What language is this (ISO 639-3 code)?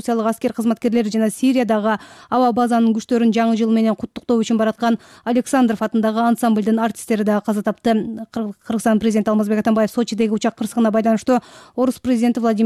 kir